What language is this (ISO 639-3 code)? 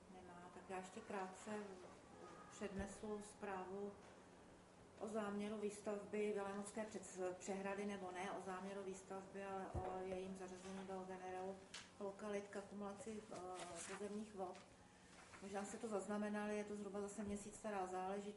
ces